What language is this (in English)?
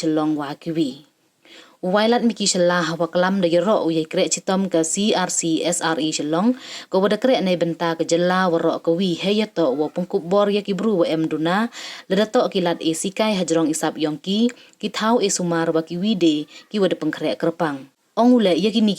Pnar